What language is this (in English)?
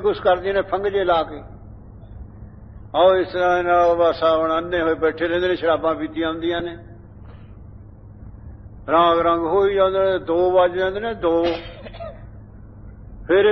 Punjabi